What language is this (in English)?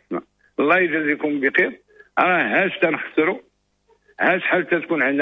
Moroccan Arabic